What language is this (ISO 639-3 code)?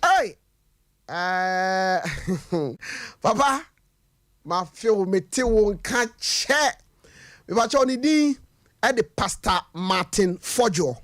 aka